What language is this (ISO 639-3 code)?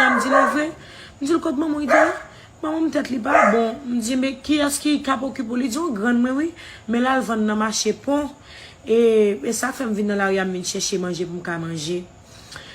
hat